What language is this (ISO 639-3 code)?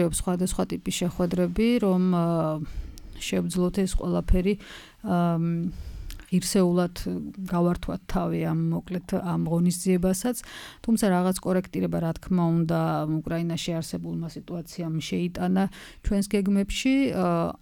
kat